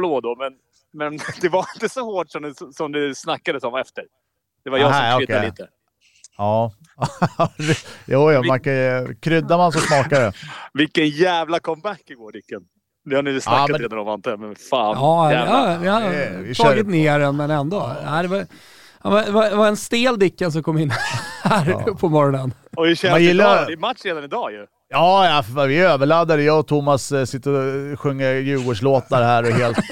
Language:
Swedish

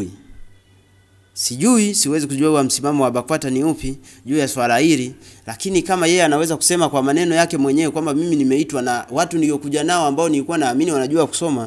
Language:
Swahili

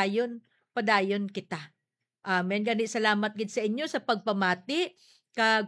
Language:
Hiligaynon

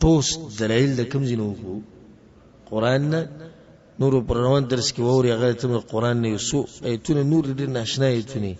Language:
Pashto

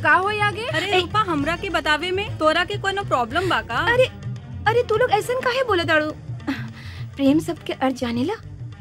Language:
Bhojpuri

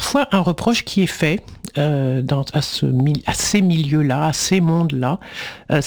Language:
French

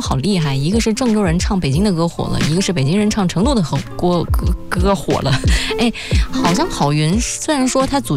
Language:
Chinese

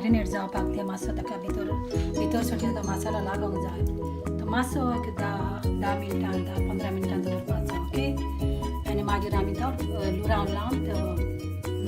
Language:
Konkani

